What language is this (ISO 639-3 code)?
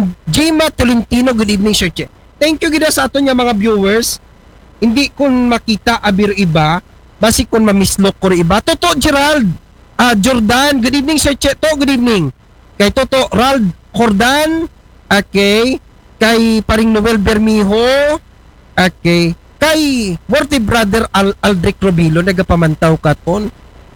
akl